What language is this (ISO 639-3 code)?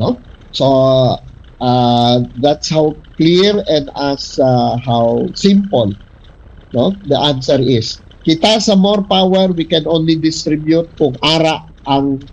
hil